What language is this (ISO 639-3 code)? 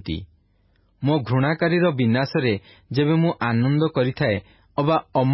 ori